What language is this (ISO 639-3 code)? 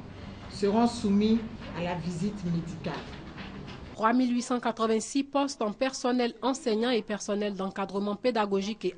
fra